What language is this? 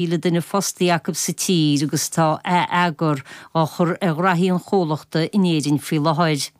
Irish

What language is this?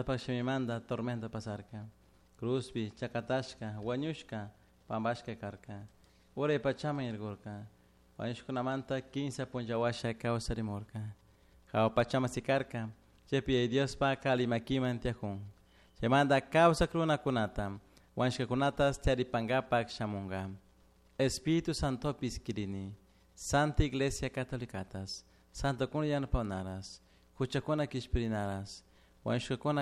Chimborazo Highland Quichua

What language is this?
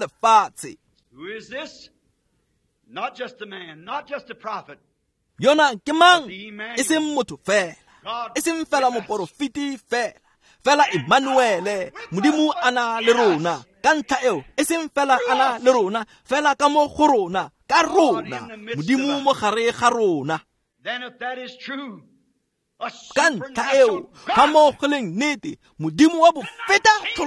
Tswana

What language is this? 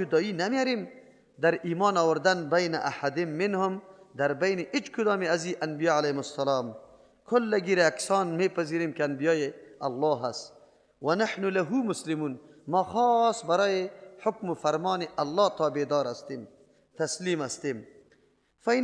Persian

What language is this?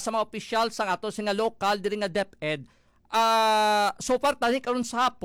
Hiligaynon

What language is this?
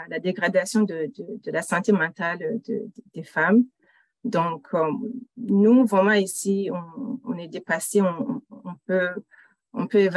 French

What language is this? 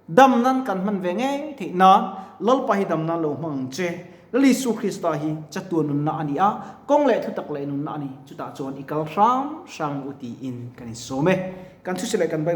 Mizo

